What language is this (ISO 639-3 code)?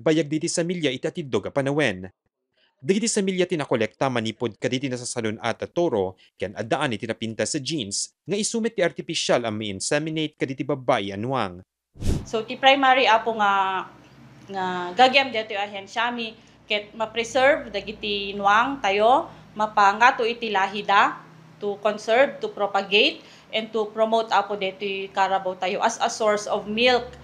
ilo